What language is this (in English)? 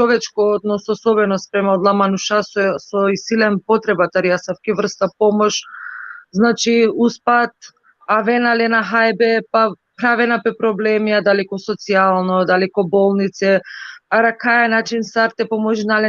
Balkan Romani